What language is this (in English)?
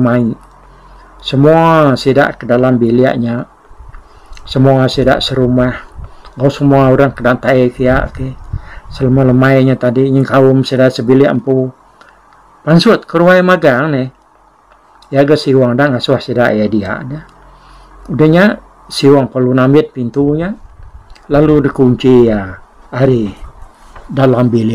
Iban